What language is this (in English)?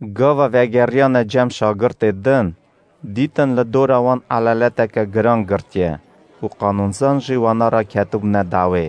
Kurdish